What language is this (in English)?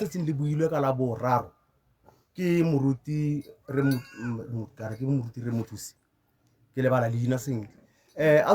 Tswana